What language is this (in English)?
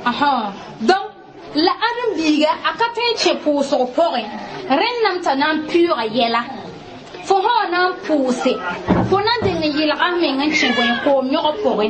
Mossi